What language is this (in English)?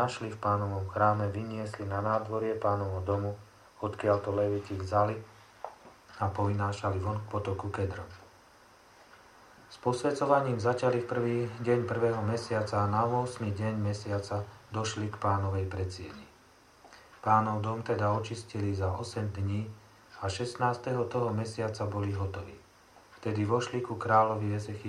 Slovak